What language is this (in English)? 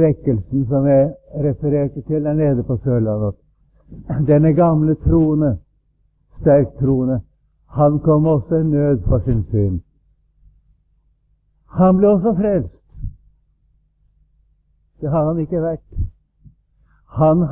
Norwegian